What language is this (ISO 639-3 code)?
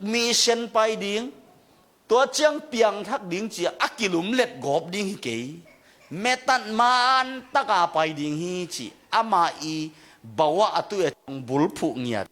ctd